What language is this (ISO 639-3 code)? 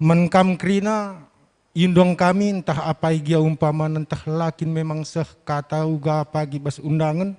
btx